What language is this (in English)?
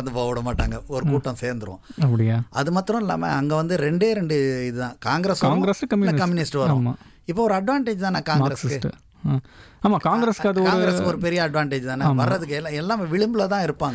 Tamil